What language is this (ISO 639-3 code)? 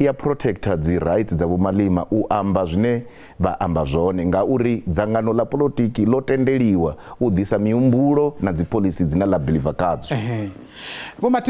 ven